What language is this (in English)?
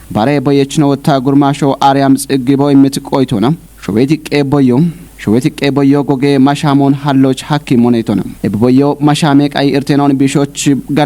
Kafa